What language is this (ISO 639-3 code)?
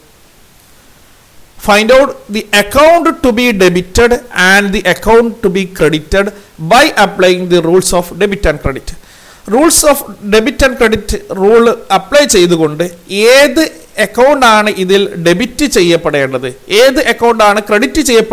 mal